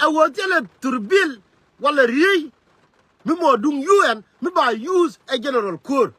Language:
Nuer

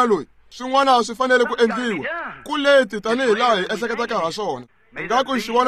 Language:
Tsonga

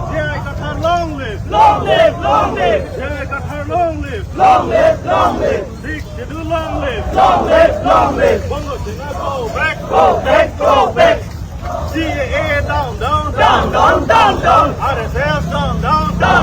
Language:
Karbi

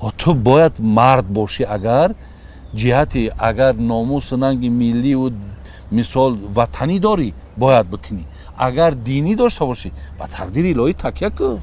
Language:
Tajik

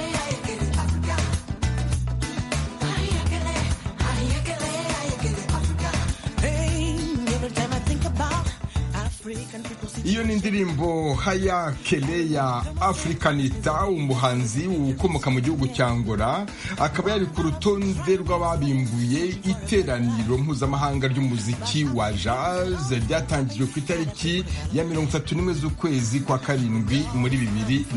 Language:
Kinyarwanda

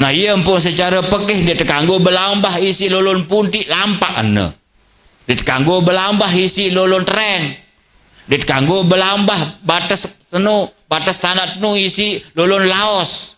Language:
Sasak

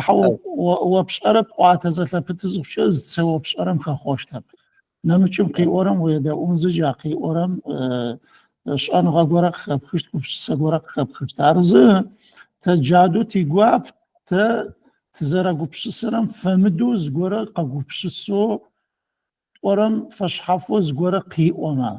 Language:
Adyghe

